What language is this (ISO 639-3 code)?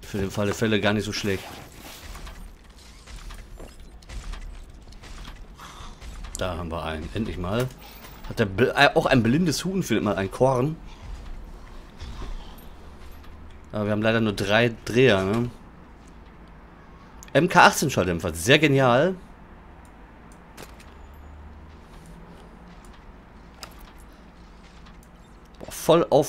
deu